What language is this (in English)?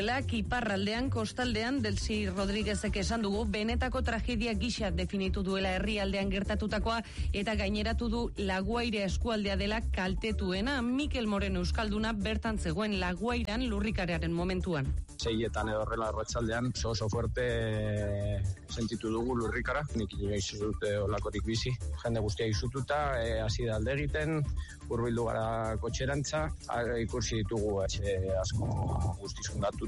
Basque